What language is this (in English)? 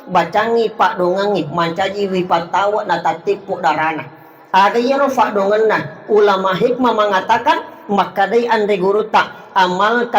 Buginese